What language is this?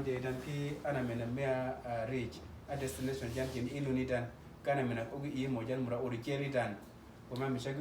Uduk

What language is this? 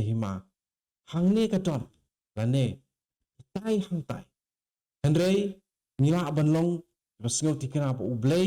Khasi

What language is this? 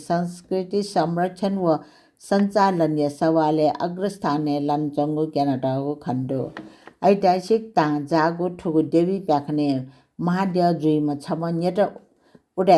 Newari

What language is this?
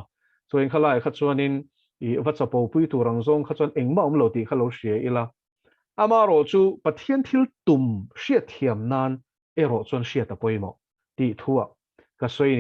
Mizo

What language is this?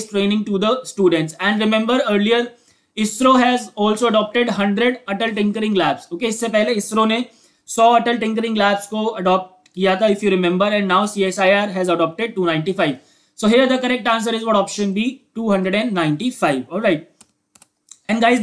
English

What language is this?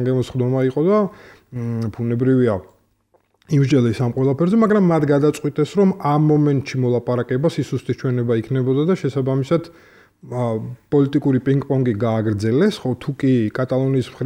Georgian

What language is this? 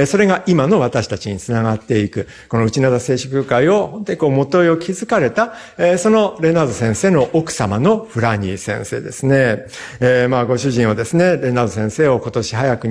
Japanese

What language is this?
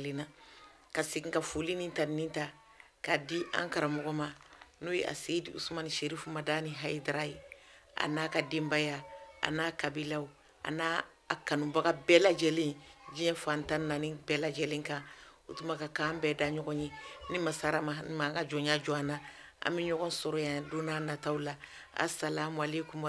Bambara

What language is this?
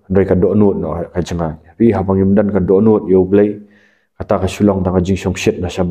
Khasi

